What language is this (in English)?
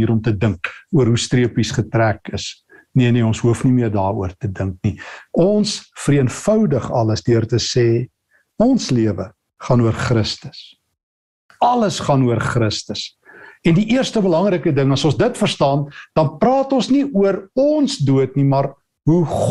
Afrikaans